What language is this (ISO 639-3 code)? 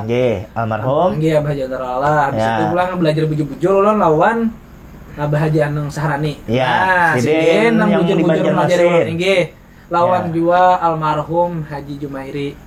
bjn